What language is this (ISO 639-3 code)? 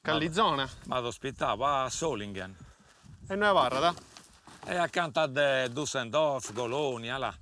srd